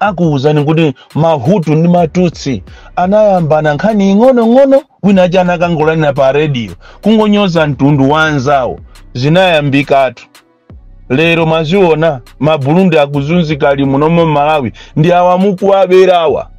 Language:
Nyanja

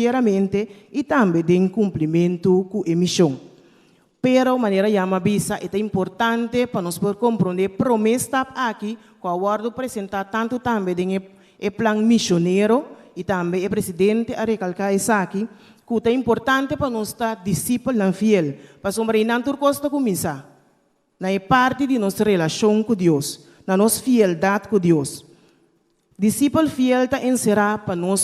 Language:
Papiamento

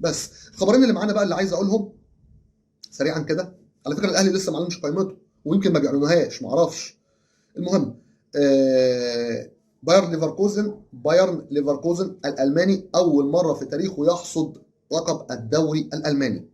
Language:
Egyptian Arabic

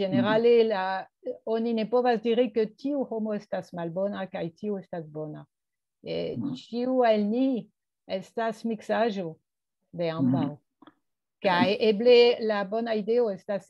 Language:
Esperanto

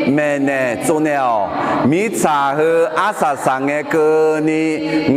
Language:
Akha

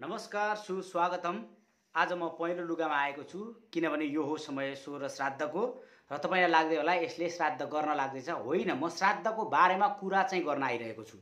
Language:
Nepali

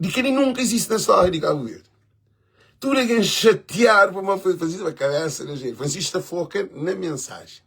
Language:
Kabuverdianu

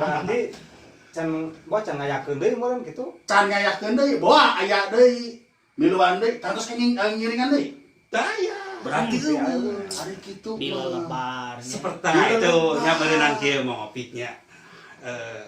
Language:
Sundanese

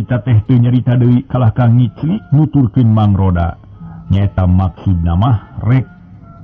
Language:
Sundanese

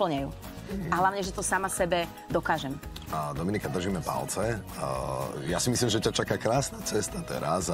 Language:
Slovak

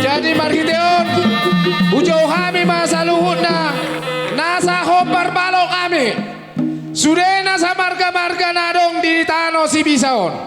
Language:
Batak Toba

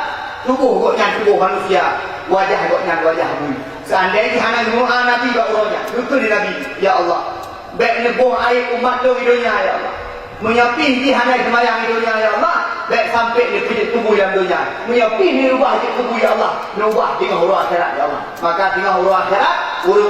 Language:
Achinese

